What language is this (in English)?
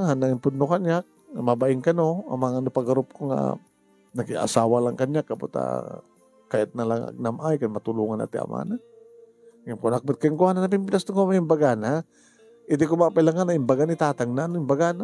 Iloko